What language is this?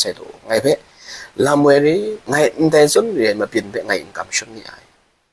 Kachin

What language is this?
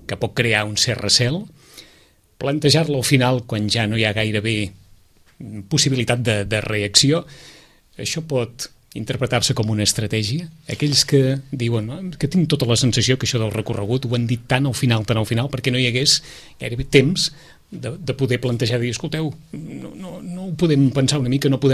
Catalan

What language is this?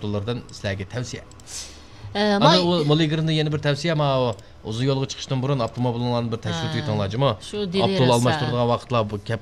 Uyghur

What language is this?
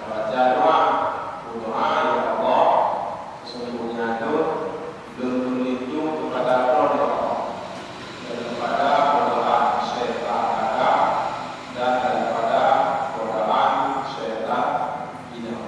Achinese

